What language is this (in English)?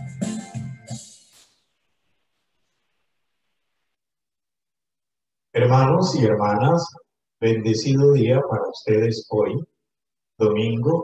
Spanish